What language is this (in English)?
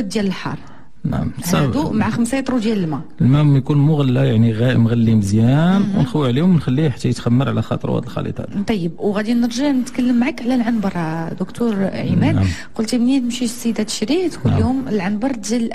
Moroccan Arabic